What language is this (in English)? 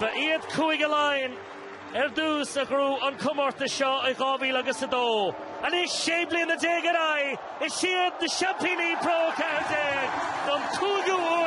Irish